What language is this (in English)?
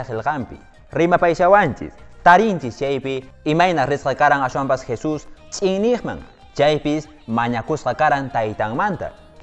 Quechua